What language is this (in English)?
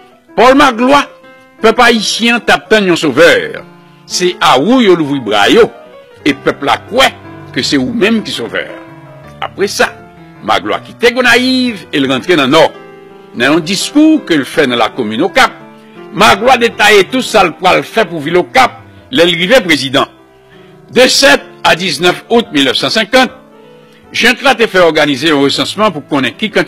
Haitian Creole